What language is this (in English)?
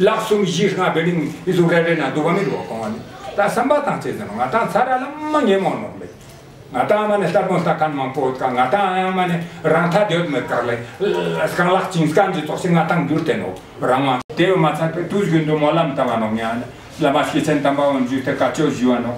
Ladakhi